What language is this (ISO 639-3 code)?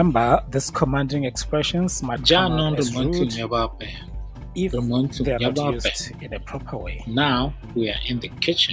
tsn